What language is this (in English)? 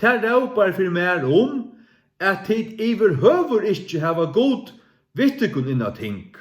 Faroese